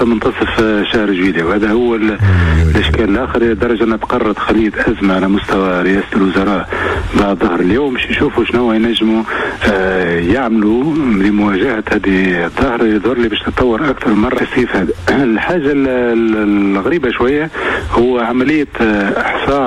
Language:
Tunisian Arabic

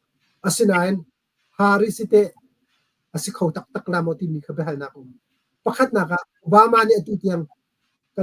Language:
Hakha Chin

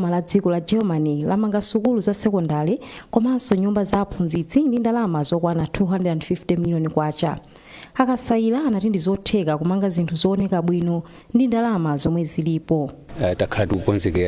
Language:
Nyanja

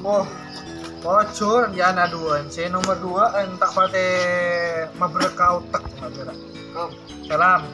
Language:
Madurese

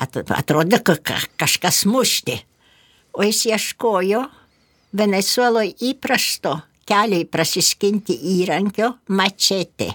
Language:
Lithuanian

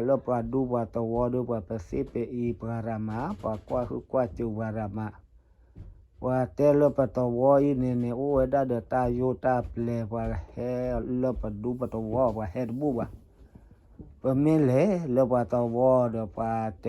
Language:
S'gaw Karen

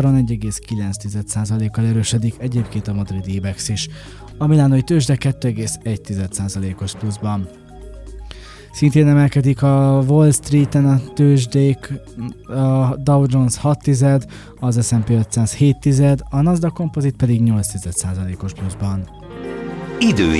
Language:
Hungarian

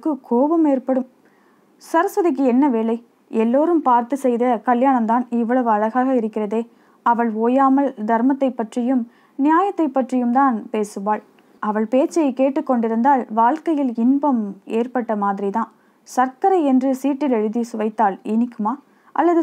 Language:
Tamil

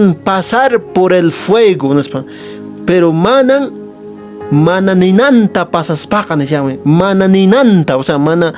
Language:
Quechua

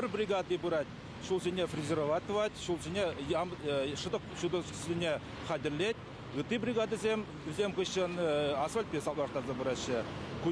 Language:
Chuvash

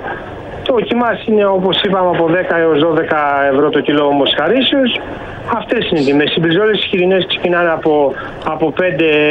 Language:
Greek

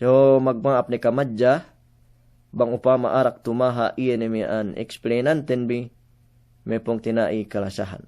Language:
Yakan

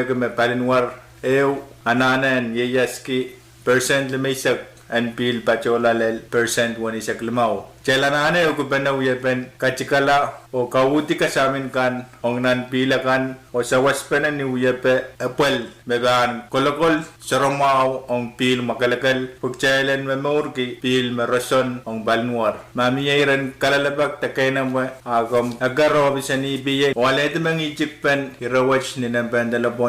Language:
Pohnpeian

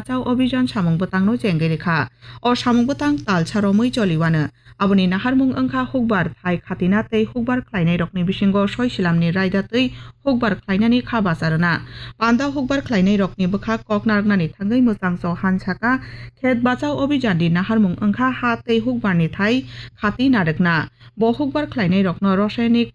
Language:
Kok Borok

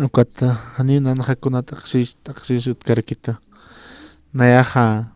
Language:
Aymara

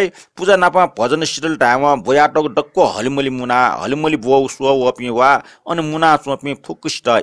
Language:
Newari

